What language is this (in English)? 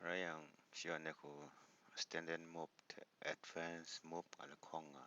Kachin